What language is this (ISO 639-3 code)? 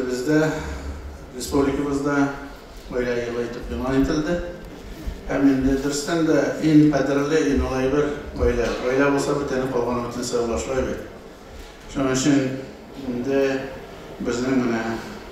tat